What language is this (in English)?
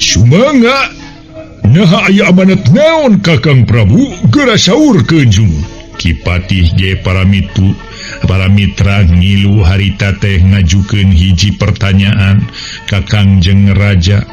Sundanese